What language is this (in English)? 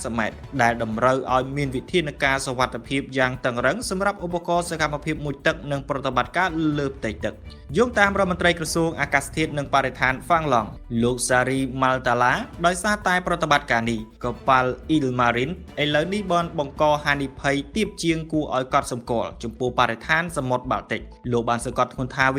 Khmer